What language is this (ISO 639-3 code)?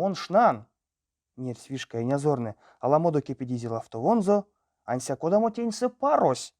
myv